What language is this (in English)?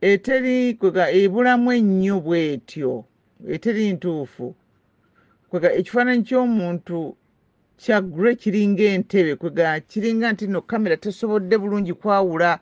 Ganda